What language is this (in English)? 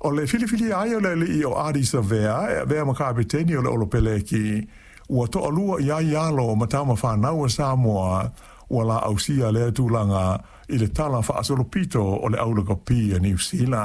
Samoan